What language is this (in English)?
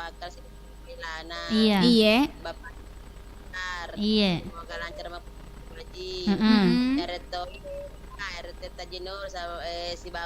Buginese